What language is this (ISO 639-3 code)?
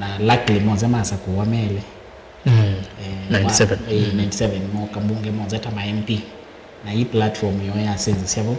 kam